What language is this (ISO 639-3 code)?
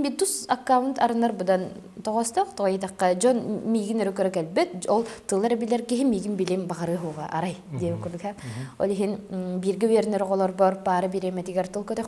sah